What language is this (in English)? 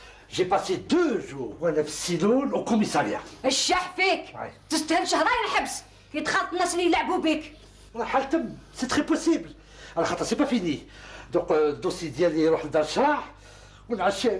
Algerian Arabic